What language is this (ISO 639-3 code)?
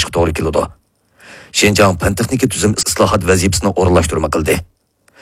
uig